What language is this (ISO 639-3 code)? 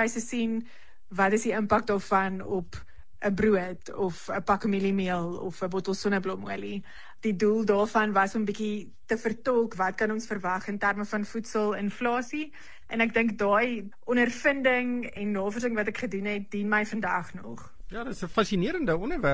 afr